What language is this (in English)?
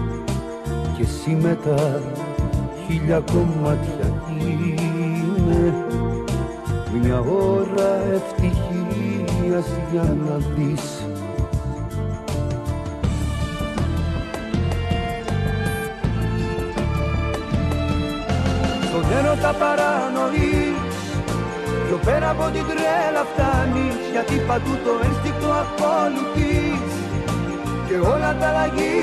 Greek